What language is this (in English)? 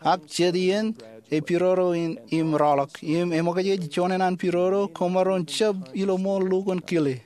Marshallese